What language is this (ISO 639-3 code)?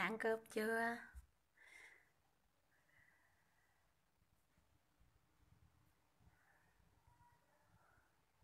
vie